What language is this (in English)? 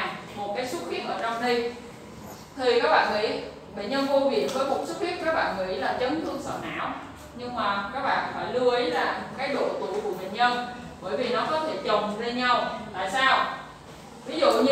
Vietnamese